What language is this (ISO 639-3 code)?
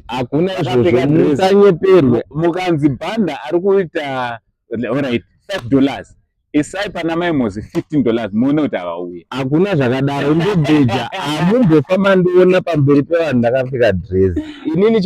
sna